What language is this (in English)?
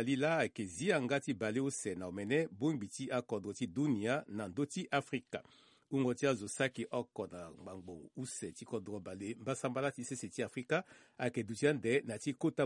Sango